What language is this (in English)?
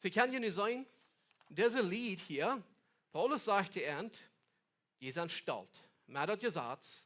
Plautdietsch